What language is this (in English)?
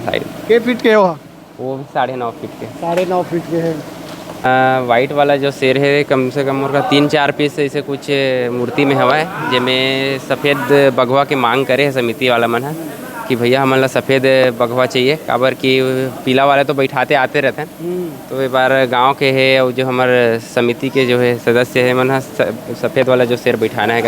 Chhattisgarhi